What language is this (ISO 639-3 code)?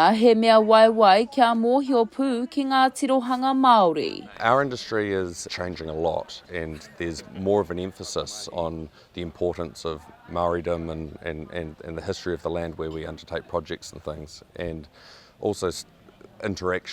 mri